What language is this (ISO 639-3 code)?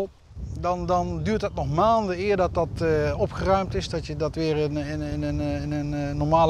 fry